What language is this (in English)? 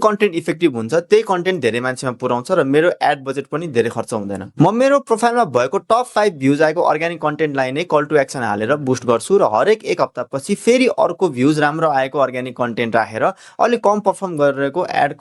Nepali